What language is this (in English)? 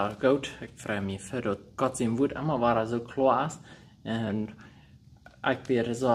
Plautdietsch